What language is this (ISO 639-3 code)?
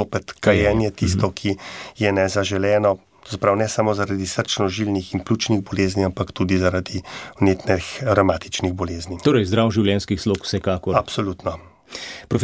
slv